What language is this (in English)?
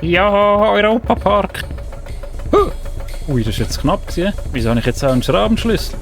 Swiss German